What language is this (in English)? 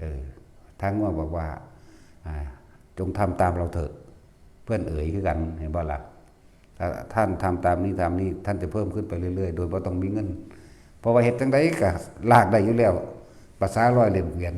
Northeastern Thai